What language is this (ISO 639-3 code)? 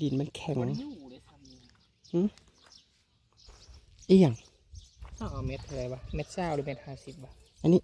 tts